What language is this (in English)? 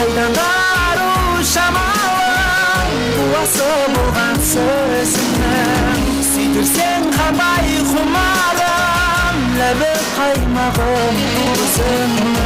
Kara-Kalpak